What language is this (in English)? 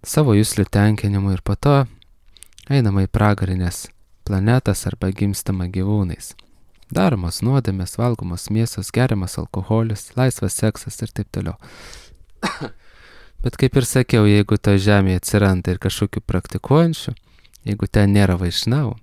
Lithuanian